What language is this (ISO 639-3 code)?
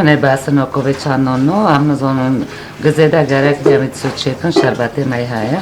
kur